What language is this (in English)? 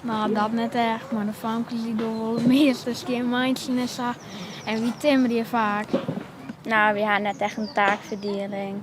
Western Frisian